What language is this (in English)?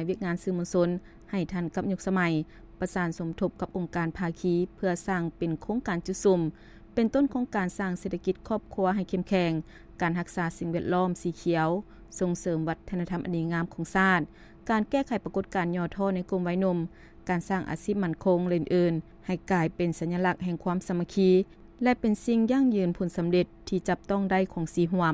Lao